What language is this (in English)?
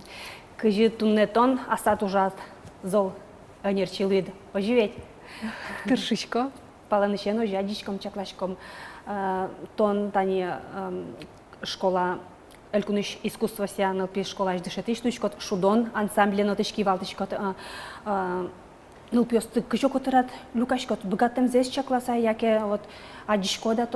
Udmurt